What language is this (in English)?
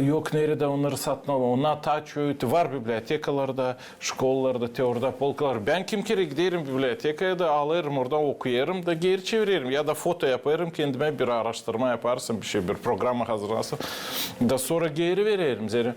Gagauz